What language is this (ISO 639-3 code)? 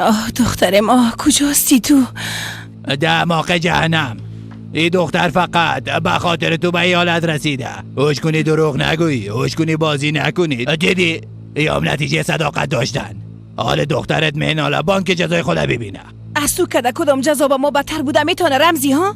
fas